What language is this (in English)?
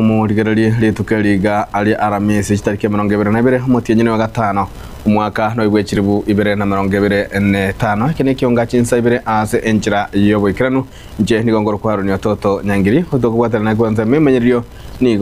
Gusii